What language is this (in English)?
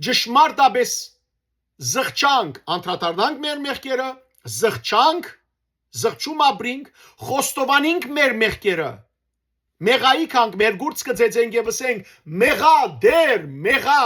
Western Armenian